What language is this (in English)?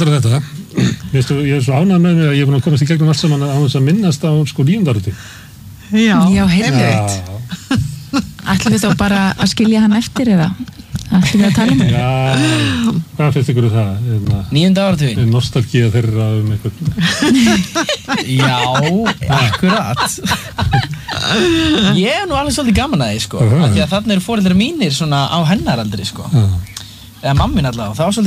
Icelandic